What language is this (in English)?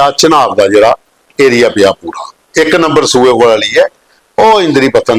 Dogri